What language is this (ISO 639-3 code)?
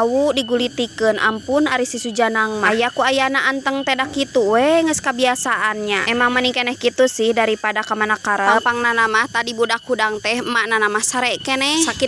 sun